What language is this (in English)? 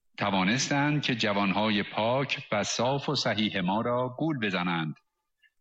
Persian